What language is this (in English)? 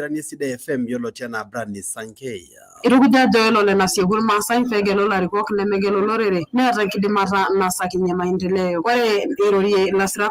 Masai